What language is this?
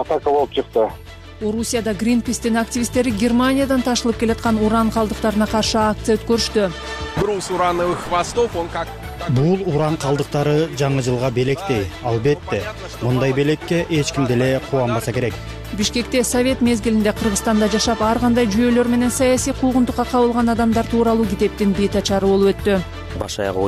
Kyrgyz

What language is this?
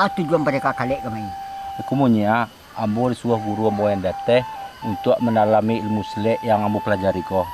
Minangkabau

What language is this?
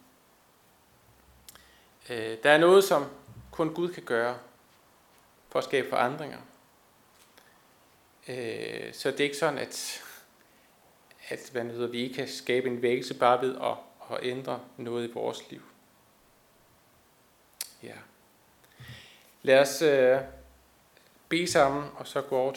Danish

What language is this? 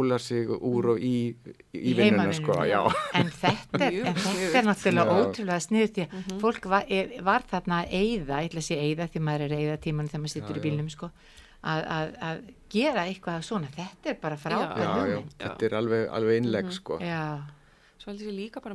Icelandic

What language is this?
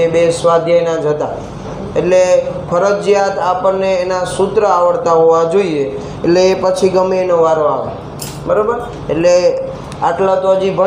Gujarati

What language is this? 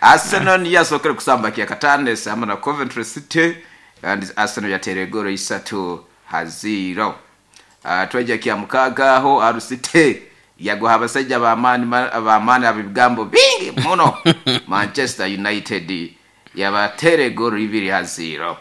Nyoro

